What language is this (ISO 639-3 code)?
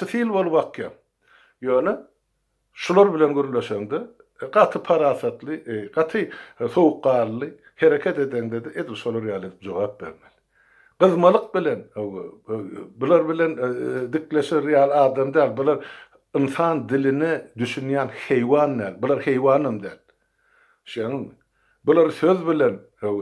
tuk